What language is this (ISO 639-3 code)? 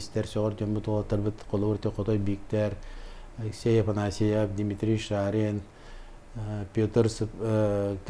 sah